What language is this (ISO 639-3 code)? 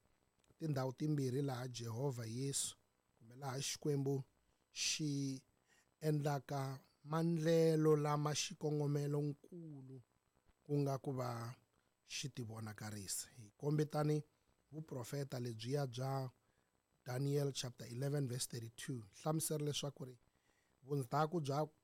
tso